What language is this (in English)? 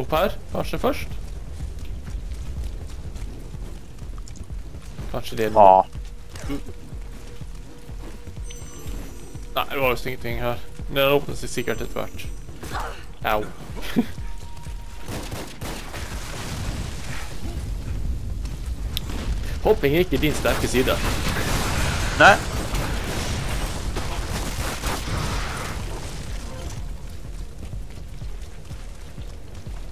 Norwegian